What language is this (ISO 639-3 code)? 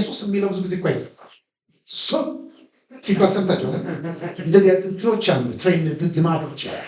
amh